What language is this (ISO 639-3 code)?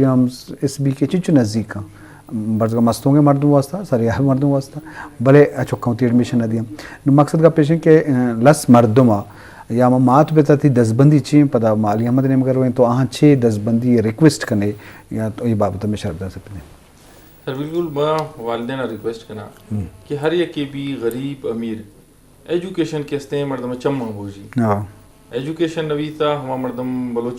bgp